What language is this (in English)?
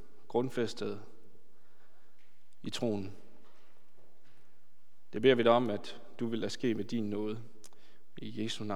Danish